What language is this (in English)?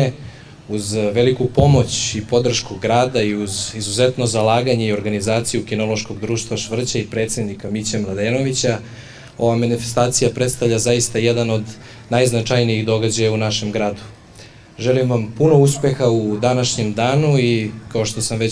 Serbian